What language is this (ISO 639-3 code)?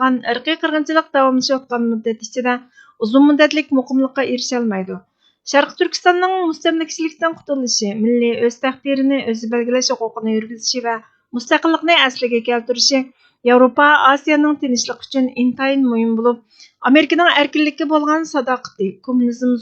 uig